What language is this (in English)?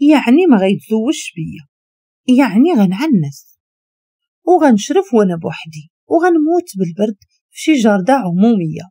Moroccan Arabic